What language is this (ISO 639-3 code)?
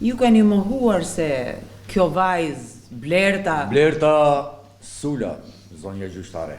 sqi